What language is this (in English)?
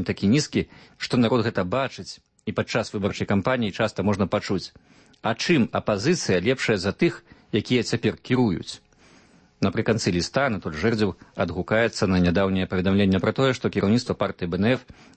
Belarusian